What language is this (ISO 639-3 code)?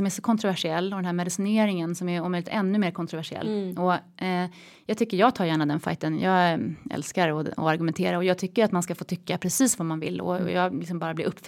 swe